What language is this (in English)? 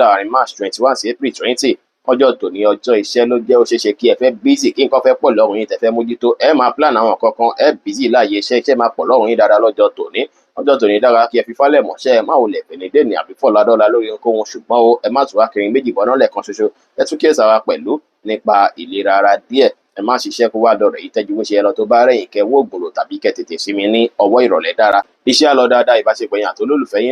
Yoruba